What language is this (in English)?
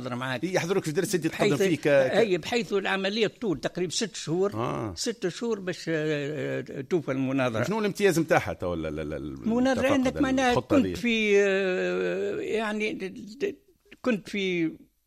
Tunisian Arabic